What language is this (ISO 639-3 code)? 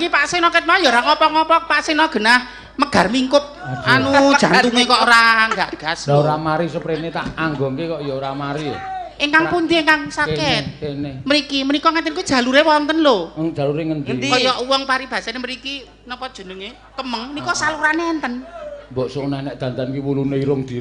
jav